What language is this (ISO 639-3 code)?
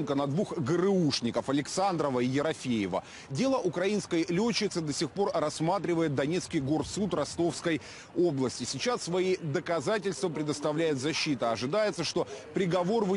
rus